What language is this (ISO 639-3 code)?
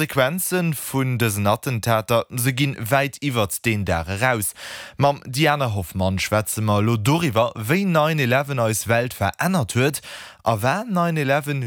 ltz